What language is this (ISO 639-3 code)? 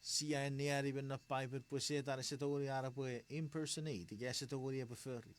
chk